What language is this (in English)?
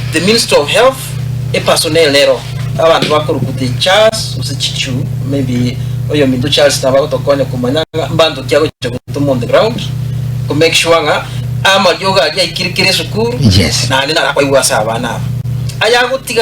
Gusii